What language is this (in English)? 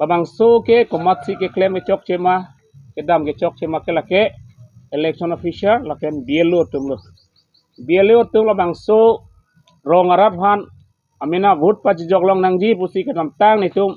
Karbi